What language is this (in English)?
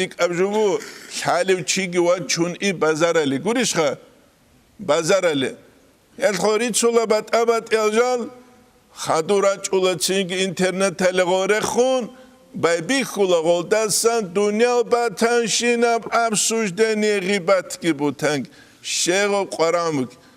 Avaric